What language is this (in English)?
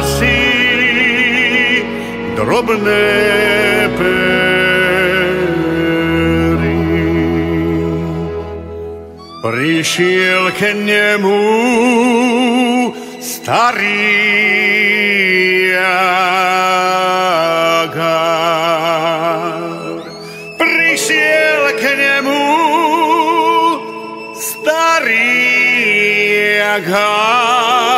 Slovak